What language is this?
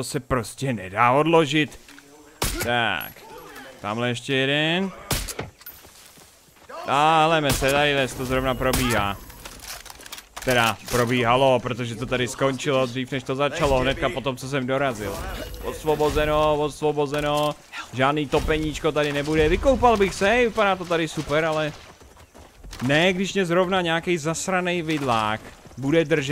Czech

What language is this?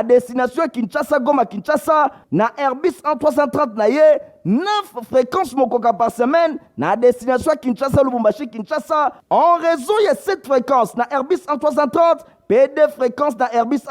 Lingala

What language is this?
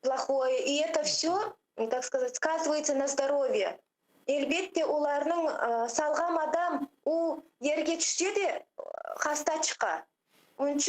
Crimean Tatar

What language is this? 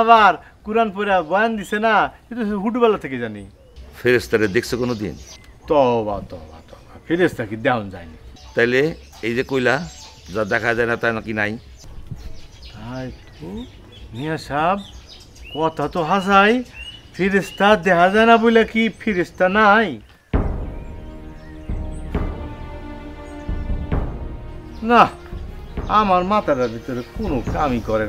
Bangla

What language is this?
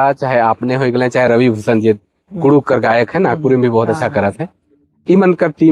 Sadri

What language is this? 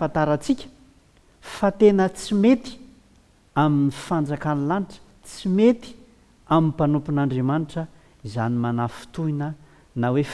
Malagasy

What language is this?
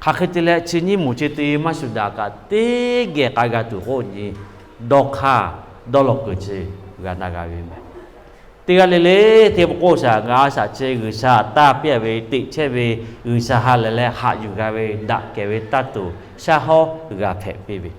Lahu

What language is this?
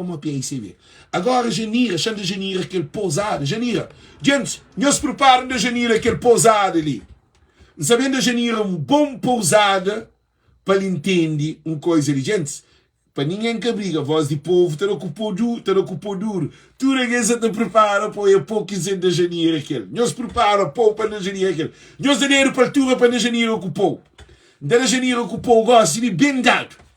Kabuverdianu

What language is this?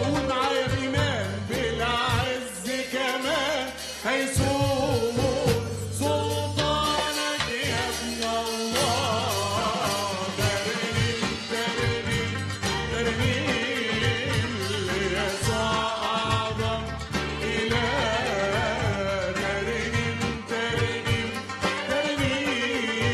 Egyptian Arabic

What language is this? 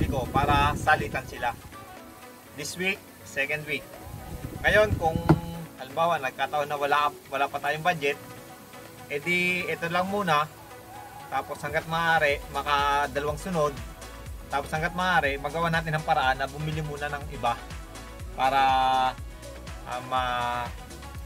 Filipino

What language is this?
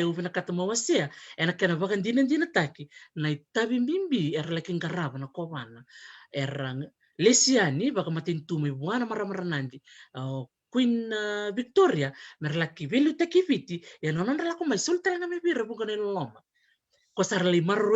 Fijian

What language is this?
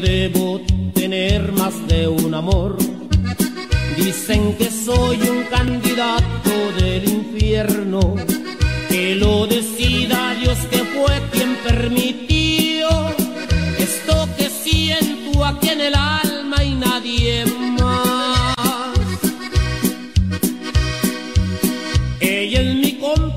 Spanish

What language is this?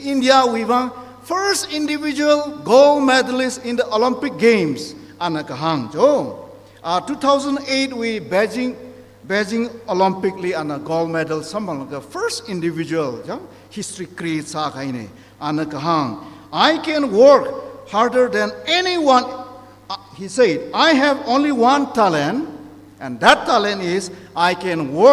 Tangkhul Naga (India)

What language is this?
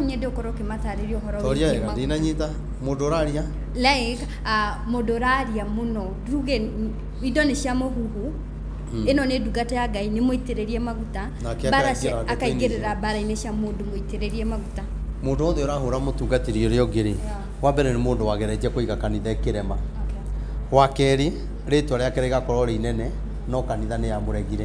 Kikuyu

